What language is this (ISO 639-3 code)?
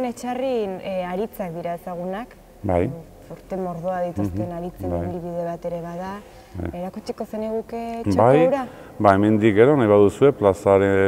eus